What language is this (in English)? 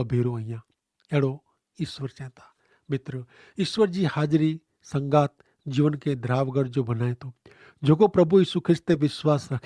Kachhi